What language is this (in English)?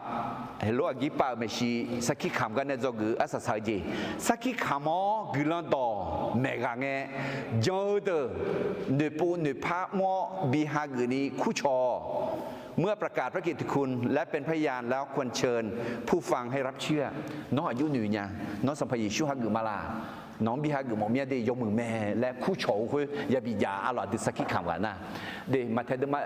Akha